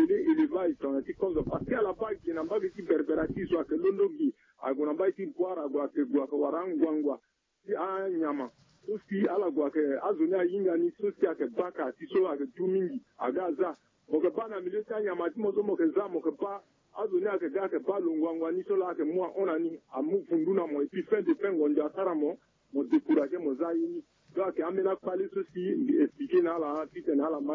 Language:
Sango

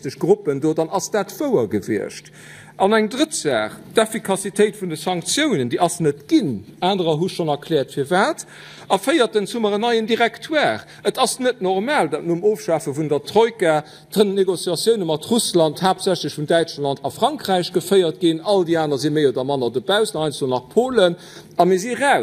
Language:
Luxembourgish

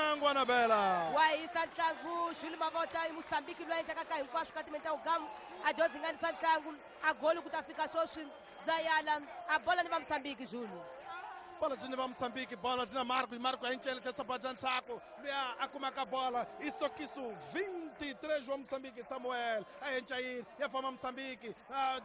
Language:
Tsonga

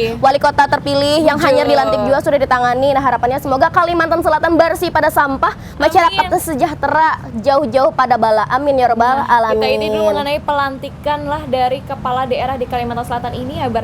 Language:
Banjar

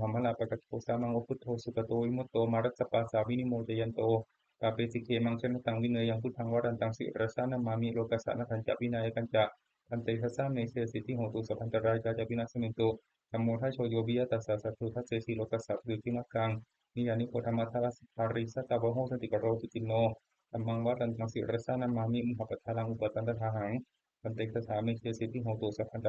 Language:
Pali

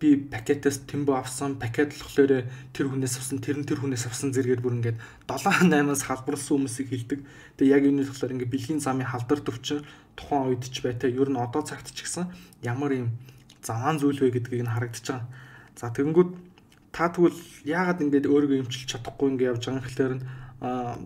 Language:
Mongolian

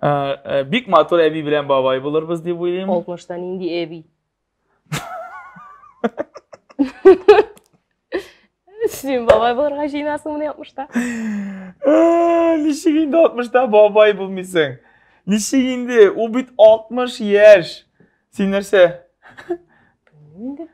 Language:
Tatar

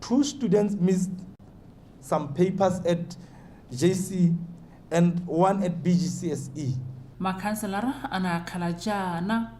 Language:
Tswana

